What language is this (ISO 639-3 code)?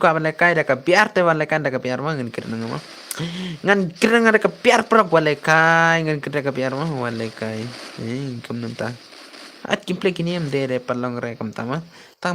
kha